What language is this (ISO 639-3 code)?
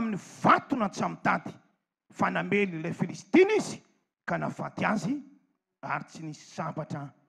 mlg